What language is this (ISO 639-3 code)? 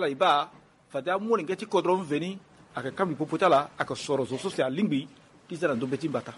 sag